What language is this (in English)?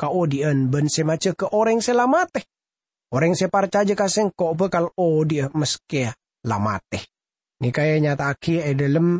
Madurese